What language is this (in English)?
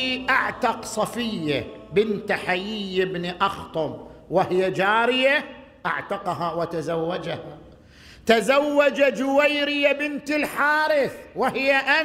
Arabic